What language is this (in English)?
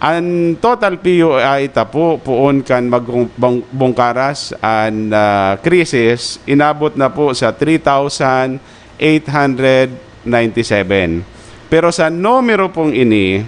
Bikol